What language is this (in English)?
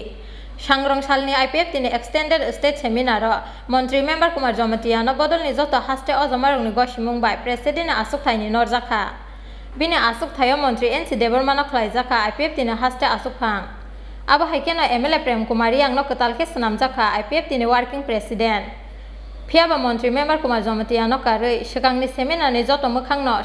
Kok Borok